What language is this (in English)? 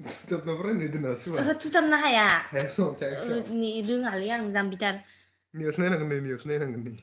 Bodo